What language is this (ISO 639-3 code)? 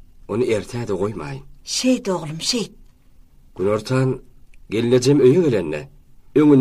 tuk